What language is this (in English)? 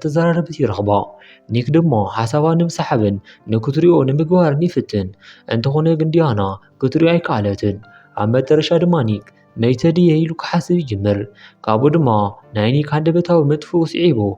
Tigrinya